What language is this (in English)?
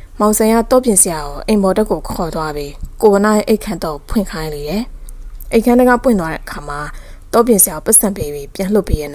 Burmese